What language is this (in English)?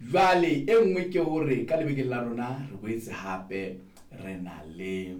Southern Sotho